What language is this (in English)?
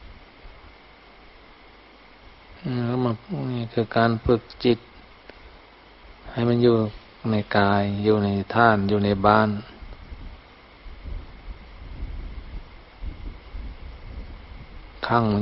Thai